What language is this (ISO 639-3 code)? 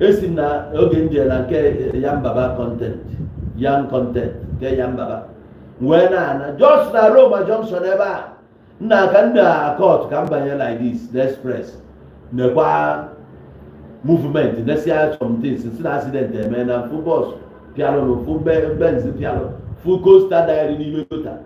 ibo